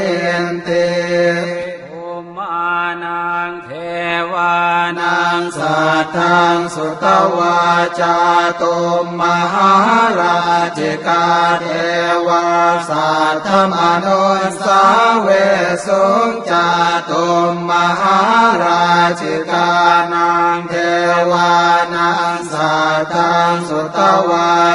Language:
Pali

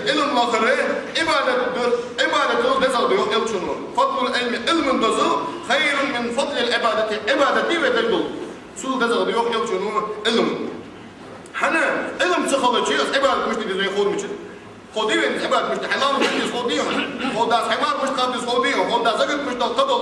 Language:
Ingush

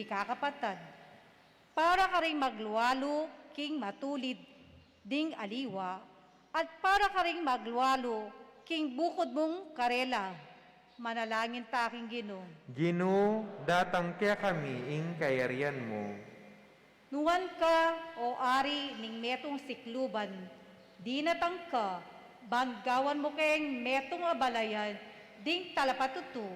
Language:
Pampanga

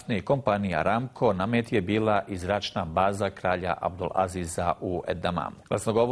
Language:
Bosnian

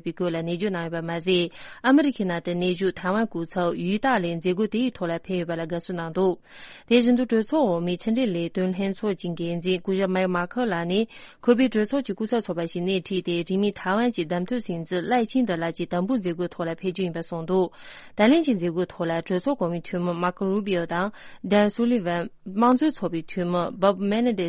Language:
Tibetan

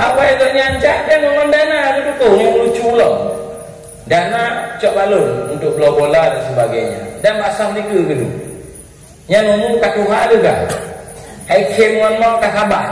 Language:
Achinese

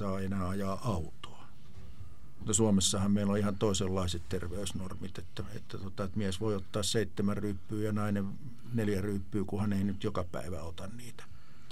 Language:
Finnish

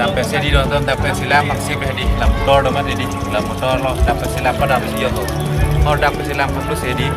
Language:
Karbi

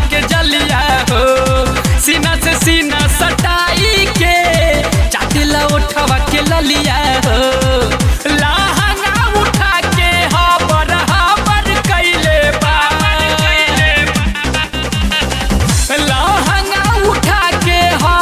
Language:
Bhojpuri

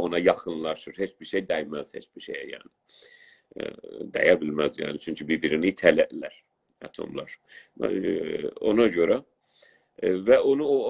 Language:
South Azerbaijani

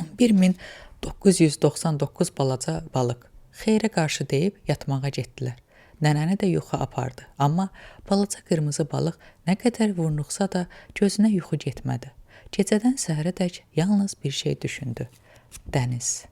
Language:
Azerbaijani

